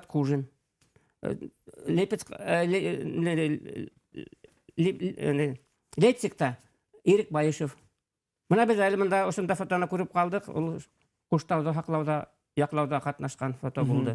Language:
Bashkir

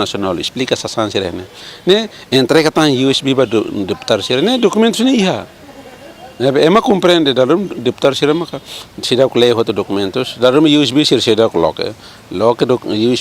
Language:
Tetum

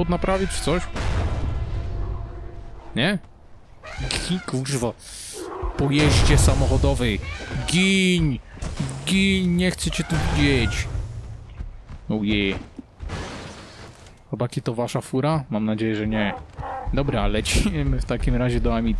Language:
Polish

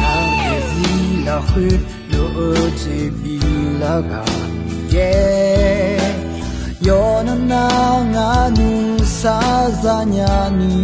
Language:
Akha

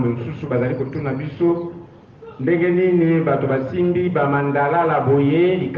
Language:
Lingala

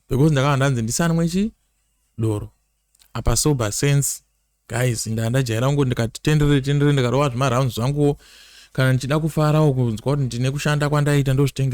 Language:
Shona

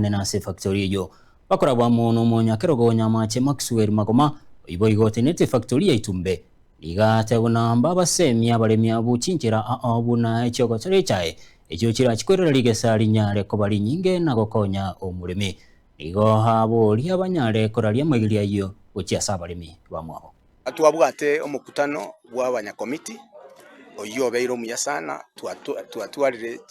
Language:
Gusii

